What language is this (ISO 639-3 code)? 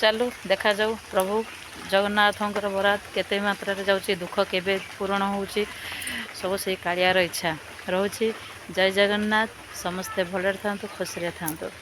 ori